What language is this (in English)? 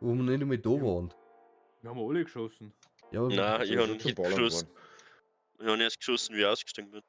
Bavarian